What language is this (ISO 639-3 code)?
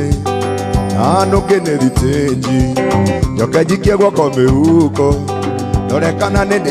kik